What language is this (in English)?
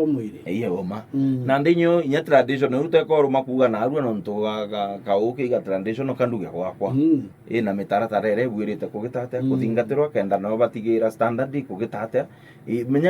Meru